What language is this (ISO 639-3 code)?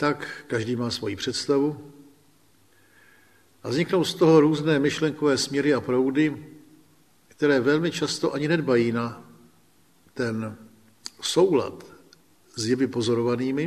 ces